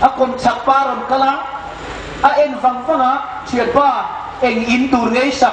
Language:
Hmar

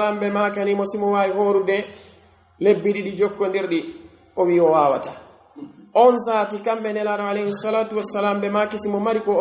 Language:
Pular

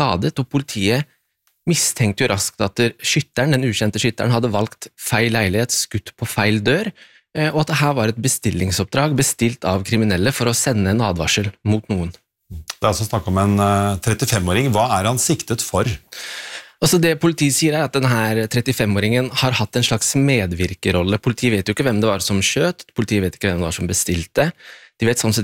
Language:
Norwegian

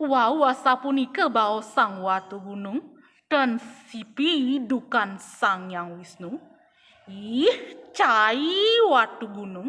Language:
Balinese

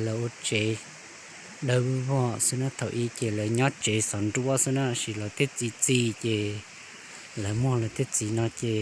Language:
Hmong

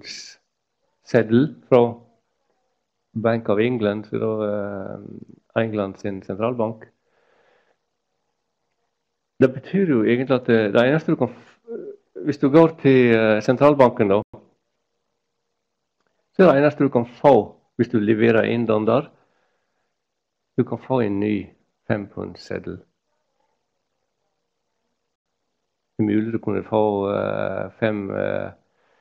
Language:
Norwegian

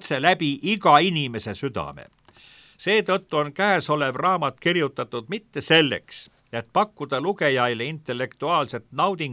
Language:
Estonian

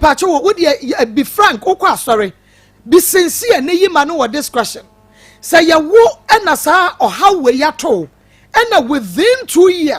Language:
Akan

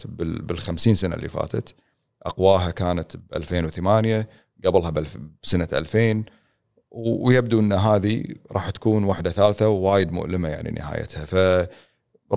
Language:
Gulf Arabic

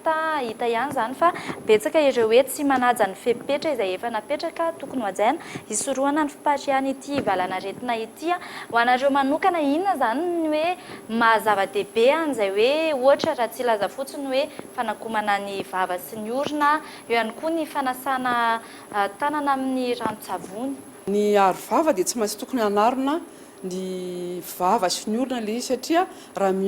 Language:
Malagasy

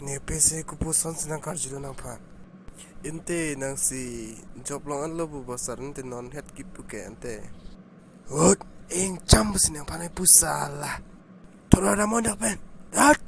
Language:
Karbi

